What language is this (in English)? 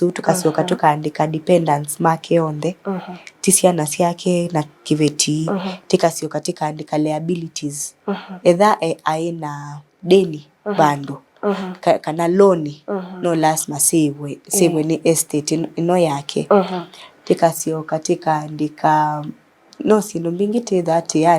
Kamba